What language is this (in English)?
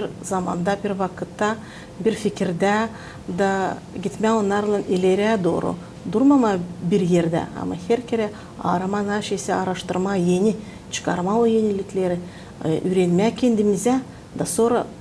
Gagauz